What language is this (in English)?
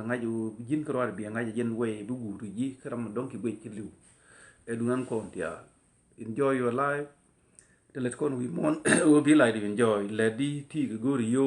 Nuer